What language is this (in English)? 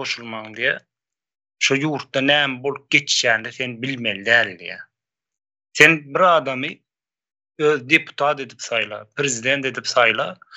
Turkmen